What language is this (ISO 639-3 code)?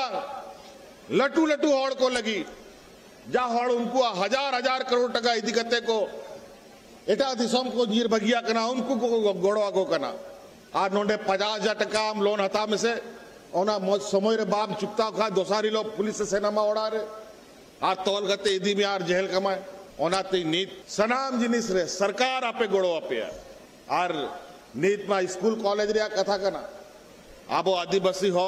sat